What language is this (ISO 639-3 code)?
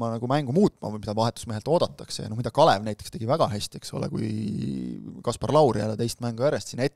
est